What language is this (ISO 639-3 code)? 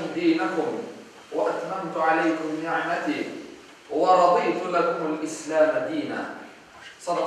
crh